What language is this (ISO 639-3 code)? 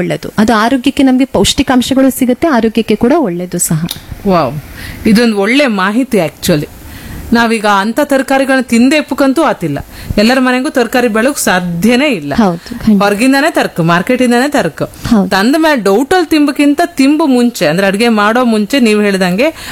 kan